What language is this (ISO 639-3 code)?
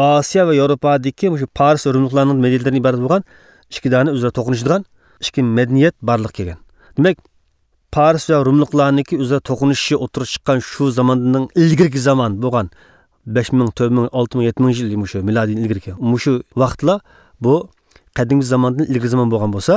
uig